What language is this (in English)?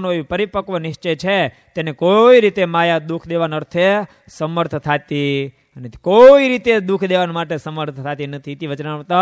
Gujarati